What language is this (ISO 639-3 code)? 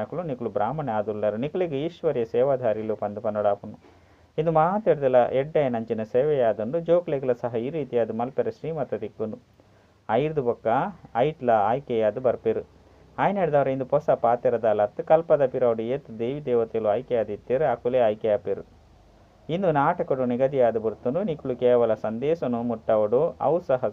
tcy